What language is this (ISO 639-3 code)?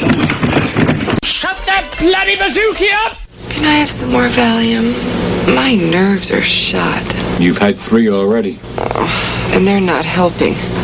eng